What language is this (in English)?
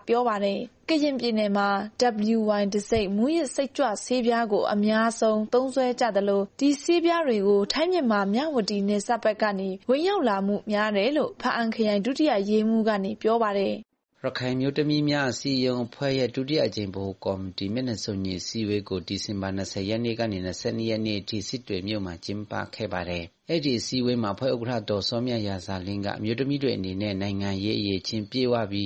Burmese